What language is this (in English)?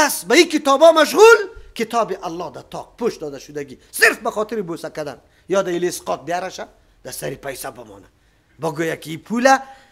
Persian